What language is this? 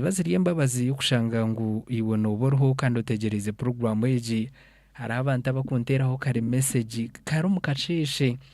Nyankole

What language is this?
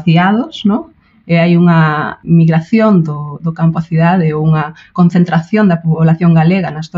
Galician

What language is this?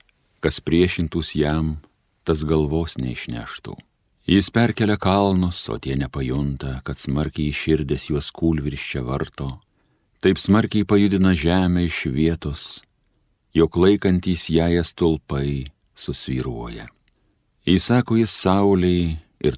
Lithuanian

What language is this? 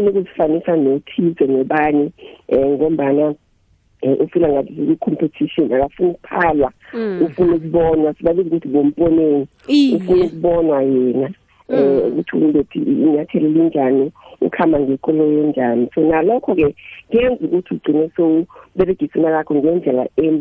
South Ndebele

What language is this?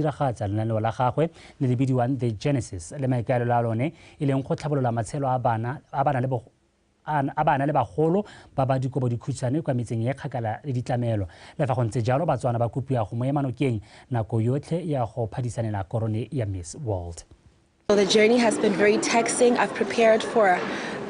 Tswana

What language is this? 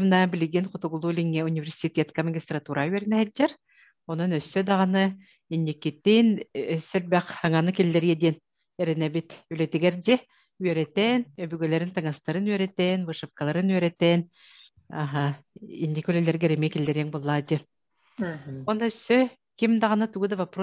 Yakut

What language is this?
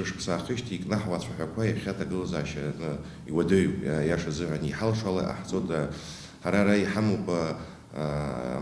Abkhazian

